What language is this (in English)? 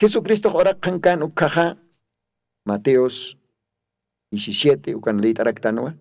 Aymara